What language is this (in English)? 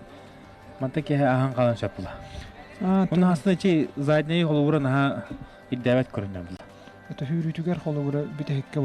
Yakut